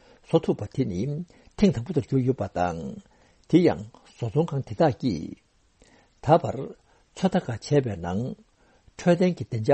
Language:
Tibetan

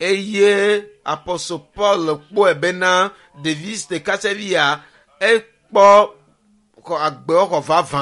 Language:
Ewe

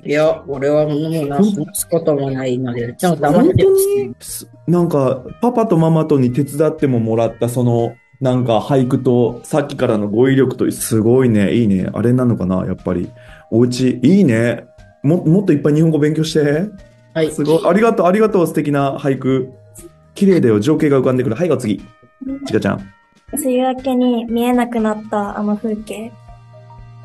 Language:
Japanese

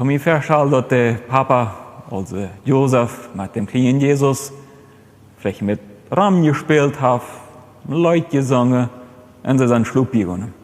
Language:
Plautdietsch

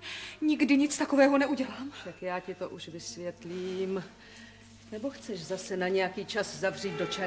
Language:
Czech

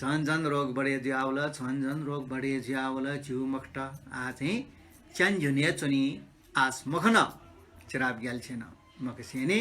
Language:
Newari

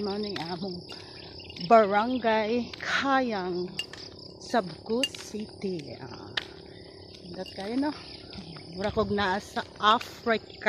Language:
Cebuano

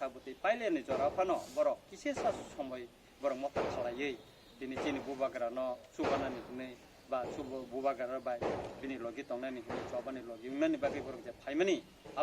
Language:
Kok Borok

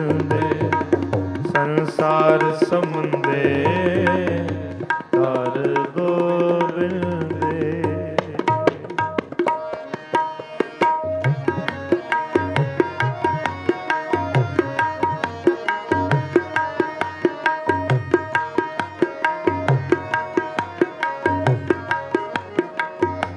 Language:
Punjabi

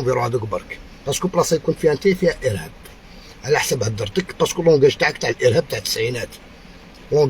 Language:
Algerian Arabic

